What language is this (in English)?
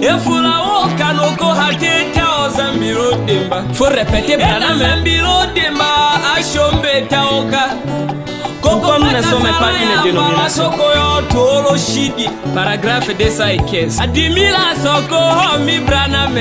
Tetela